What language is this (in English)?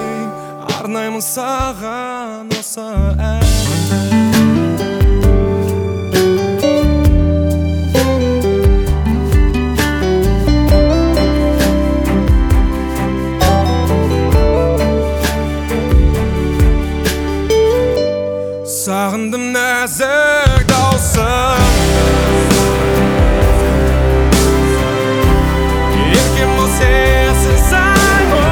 Kazakh